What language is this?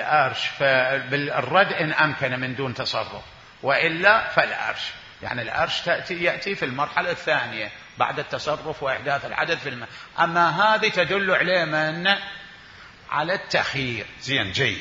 Mesopotamian Arabic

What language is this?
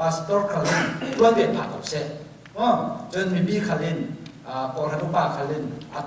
Falam Chin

